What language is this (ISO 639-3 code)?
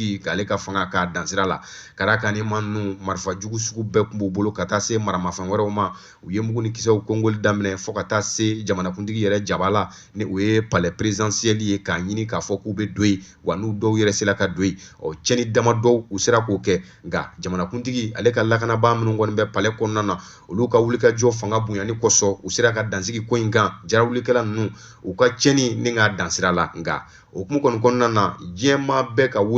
bam